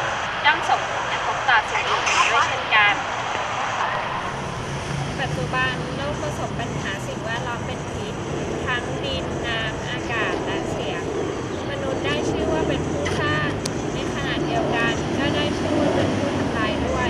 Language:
Thai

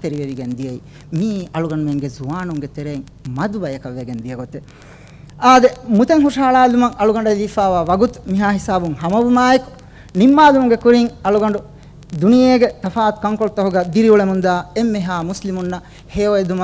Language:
Divehi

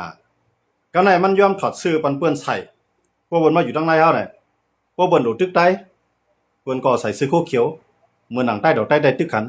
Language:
Shan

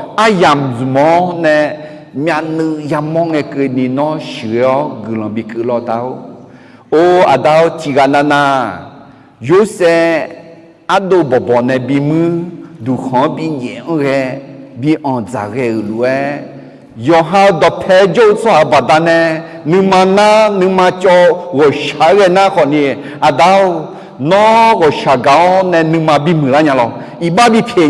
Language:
Akha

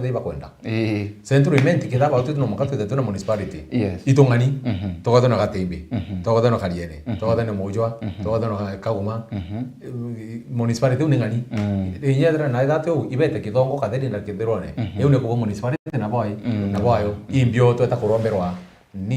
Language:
Meru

